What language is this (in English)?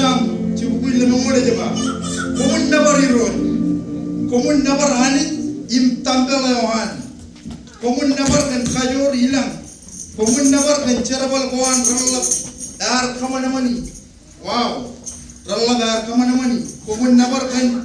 Marshallese